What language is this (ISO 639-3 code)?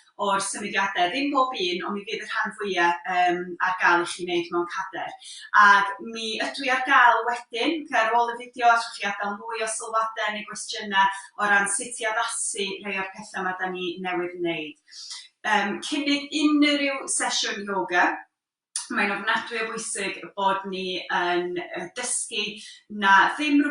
cym